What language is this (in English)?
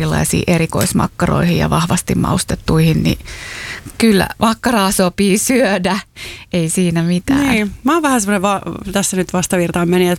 Finnish